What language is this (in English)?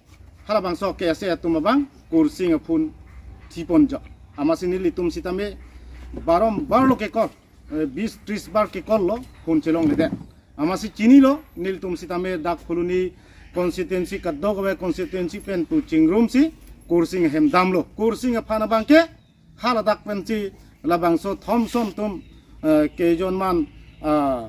Karbi